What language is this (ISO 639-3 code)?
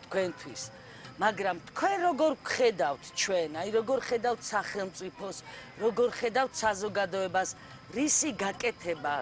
kat